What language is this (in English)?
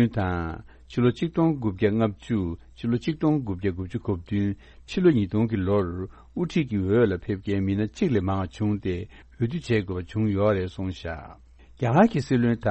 Tibetan